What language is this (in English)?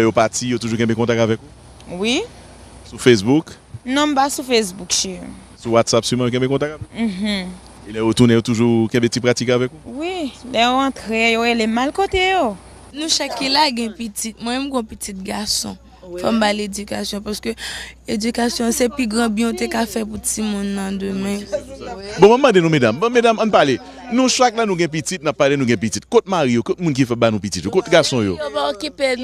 Haitian Creole